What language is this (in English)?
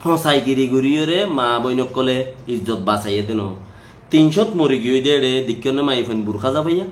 Rohingya